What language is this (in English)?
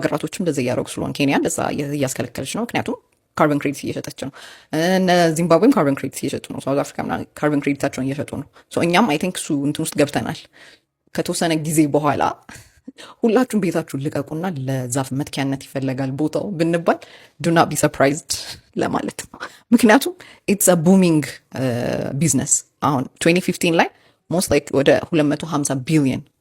Amharic